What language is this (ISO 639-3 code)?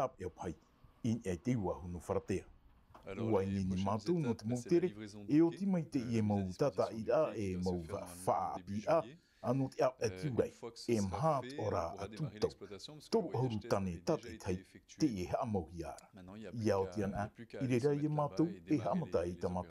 tah